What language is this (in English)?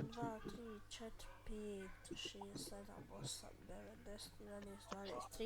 Bosnian